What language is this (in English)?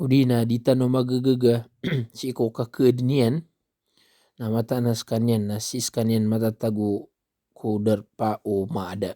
Maranao